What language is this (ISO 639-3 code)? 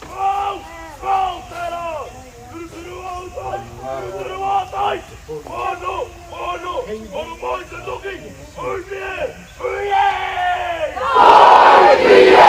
mri